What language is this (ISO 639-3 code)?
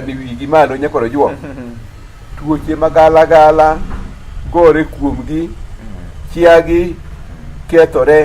luo